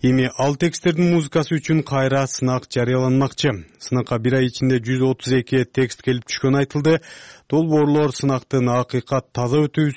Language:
Kyrgyz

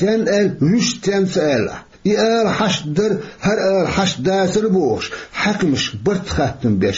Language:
Chechen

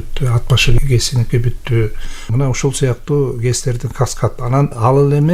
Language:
Kyrgyz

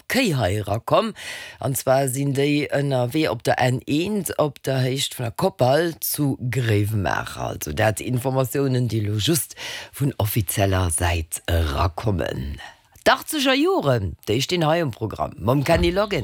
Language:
Luxembourgish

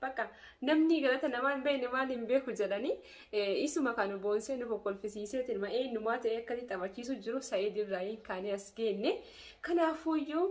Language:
Oromo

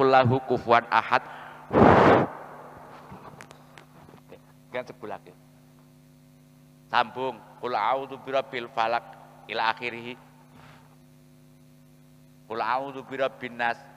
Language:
Javanese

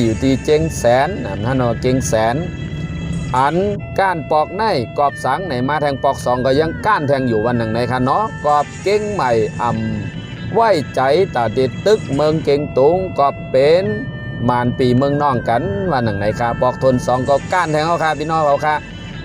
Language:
Shan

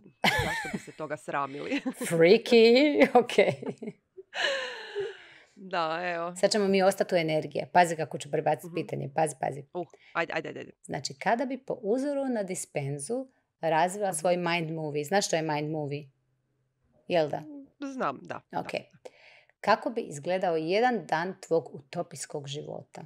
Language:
Croatian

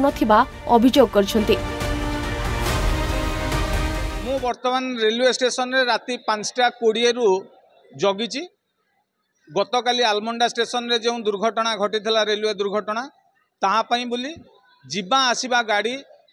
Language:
Odia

